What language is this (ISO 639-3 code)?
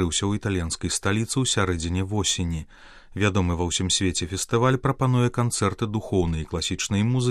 bel